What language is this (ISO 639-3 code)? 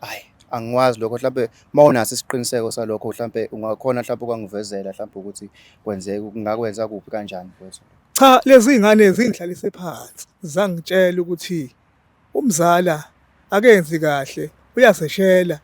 zul